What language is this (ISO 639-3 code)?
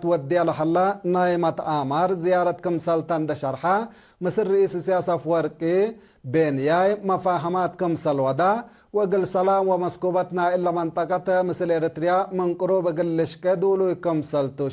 tig